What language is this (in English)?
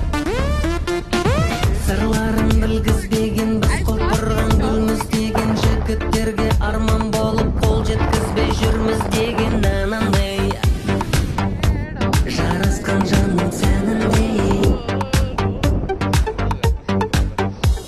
Kazakh